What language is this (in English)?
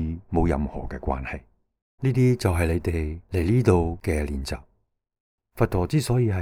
Cantonese